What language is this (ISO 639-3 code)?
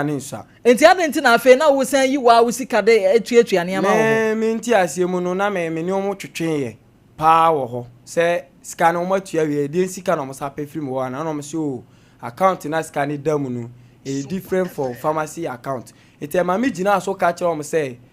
aka